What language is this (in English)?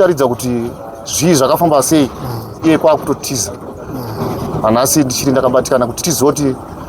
Shona